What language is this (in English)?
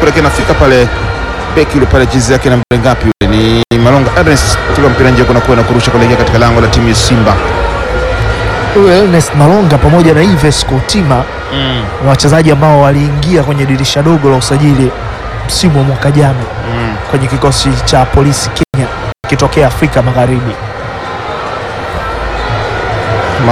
Swahili